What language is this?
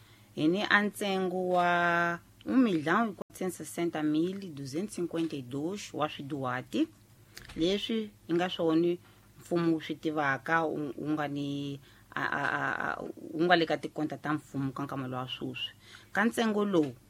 Tsonga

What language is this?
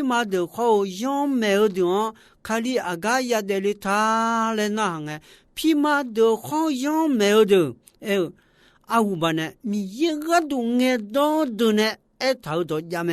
Akha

